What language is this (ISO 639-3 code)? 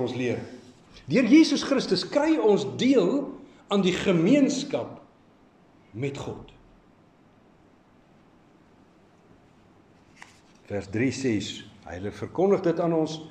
afr